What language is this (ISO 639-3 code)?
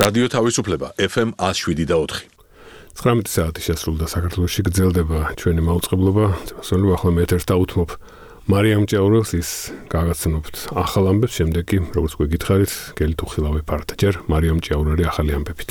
kat